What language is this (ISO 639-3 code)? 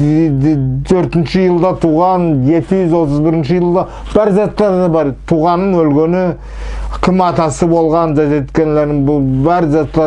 nog